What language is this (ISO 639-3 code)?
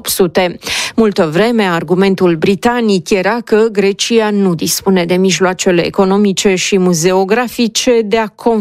ron